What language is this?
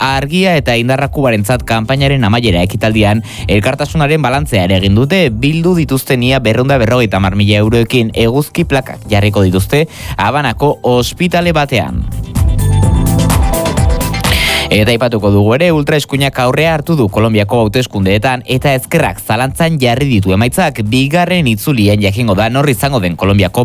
Basque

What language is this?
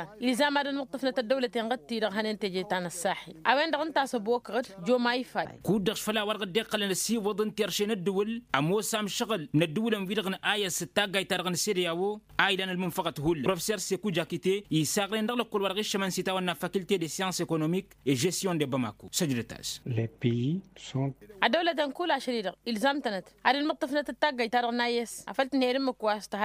Tamasheq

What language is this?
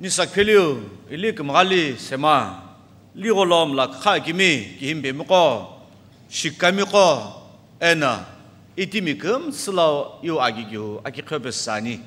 Sumi Naga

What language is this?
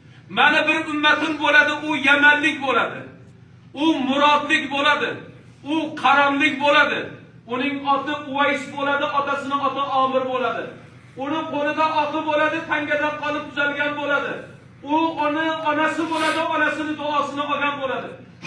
Uzbek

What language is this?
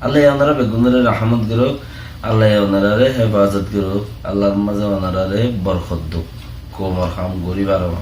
Rohingya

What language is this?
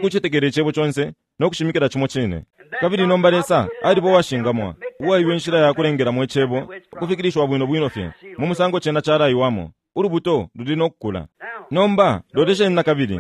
Bemba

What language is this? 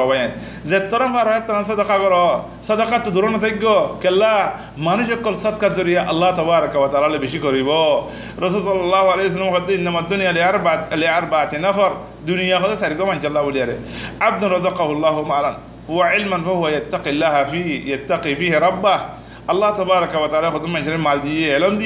Rohingya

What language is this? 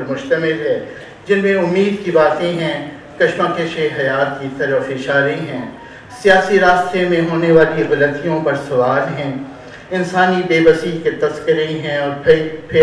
Urdu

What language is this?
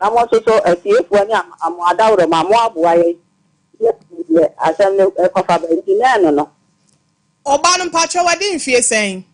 Akan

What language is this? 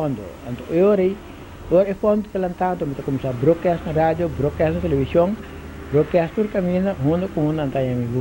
Papiamento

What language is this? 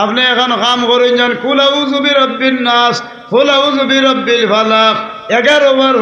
Sylheti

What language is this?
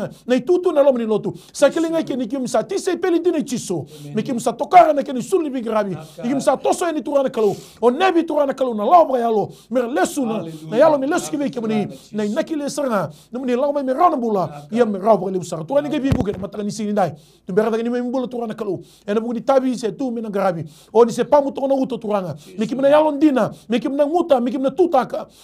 Fijian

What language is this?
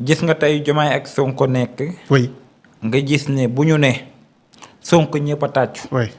Wolof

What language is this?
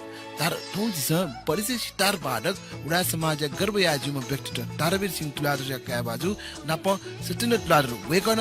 Newari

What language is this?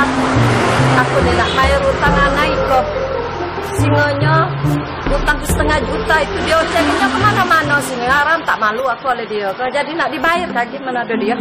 Musi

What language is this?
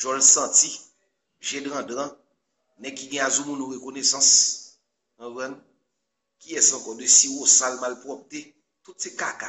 Haitian Creole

